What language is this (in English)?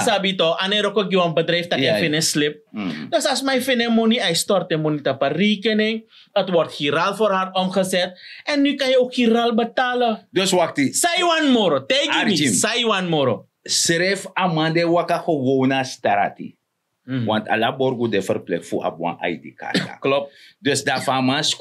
Sranan Tongo